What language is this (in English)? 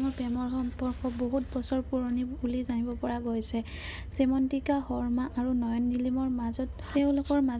Assamese